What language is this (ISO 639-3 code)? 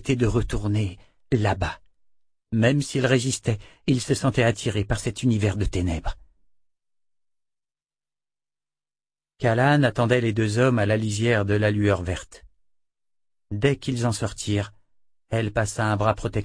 fra